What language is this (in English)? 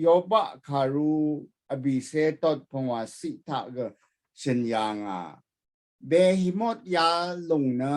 Rawang